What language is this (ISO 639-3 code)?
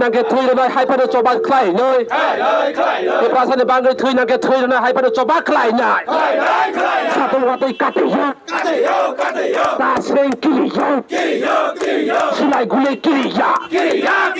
trp